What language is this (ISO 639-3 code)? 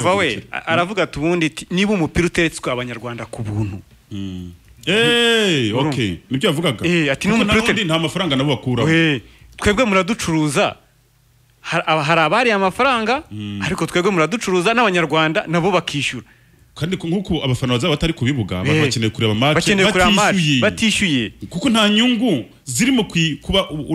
kin